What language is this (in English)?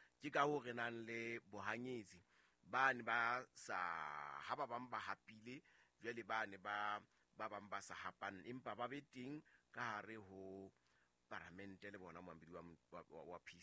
Southern Sotho